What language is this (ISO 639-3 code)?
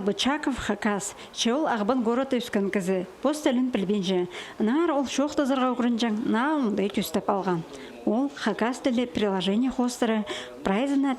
kjh